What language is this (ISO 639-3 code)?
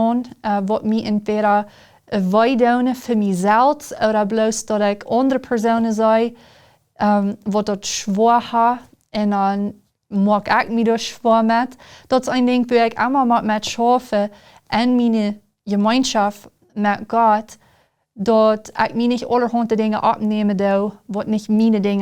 pdt